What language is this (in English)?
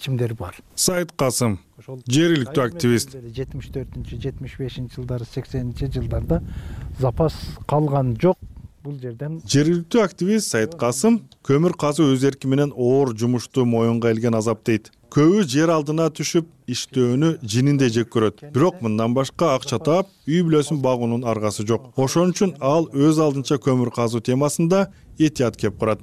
Kyrgyz